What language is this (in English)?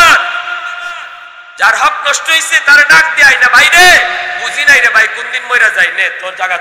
Bangla